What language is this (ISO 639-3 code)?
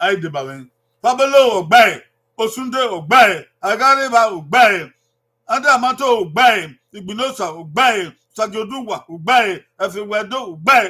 bin